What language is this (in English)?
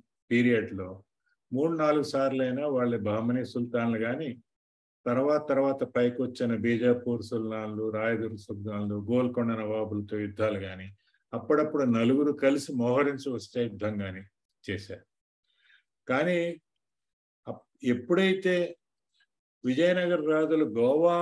Telugu